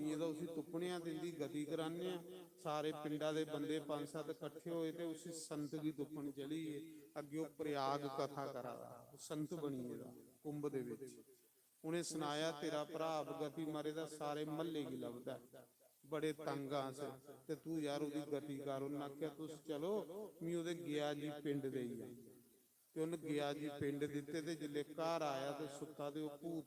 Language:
Dogri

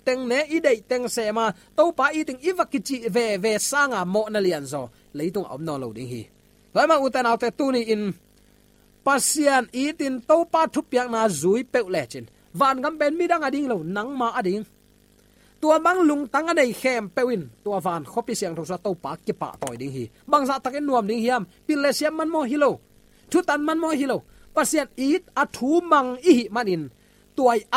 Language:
Tedim Chin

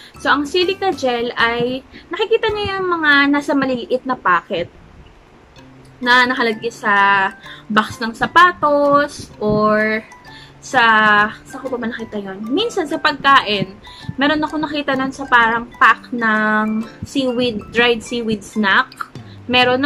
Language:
Filipino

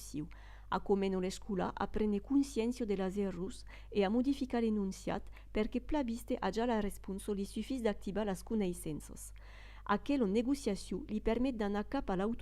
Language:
Occitan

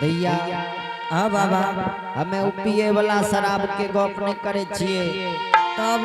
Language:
Angika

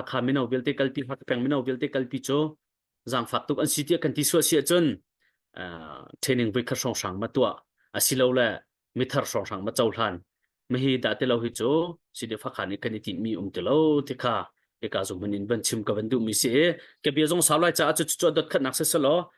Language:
Hakha Chin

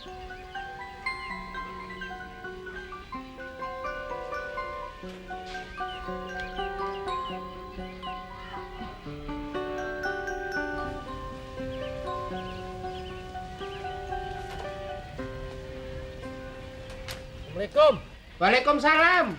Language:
Betawi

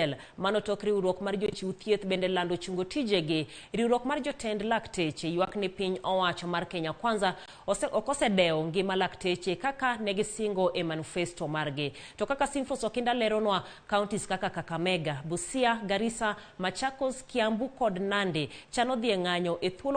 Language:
Luo (Kenya and Tanzania)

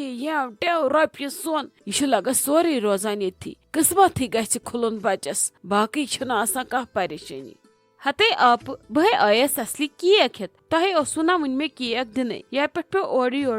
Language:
Kashmiri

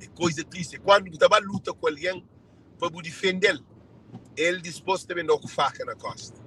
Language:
Kabuverdianu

